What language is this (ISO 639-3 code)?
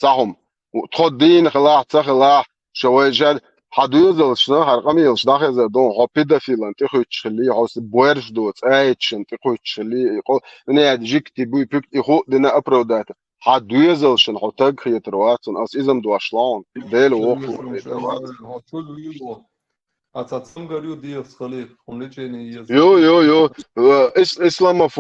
che